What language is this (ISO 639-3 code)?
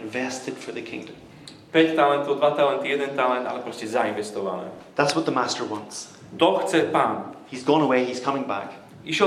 slk